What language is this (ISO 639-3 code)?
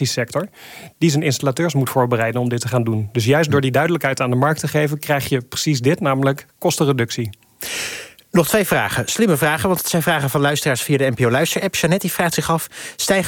nld